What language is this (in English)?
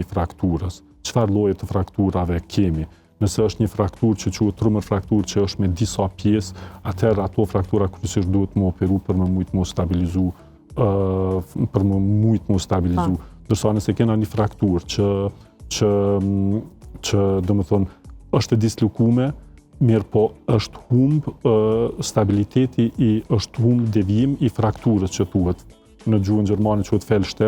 Albanian